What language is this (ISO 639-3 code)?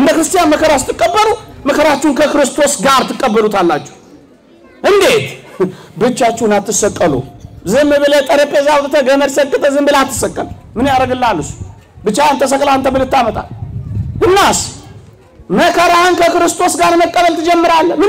amh